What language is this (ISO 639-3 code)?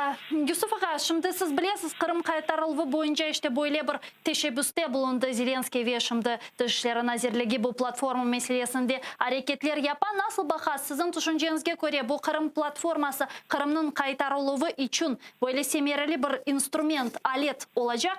crh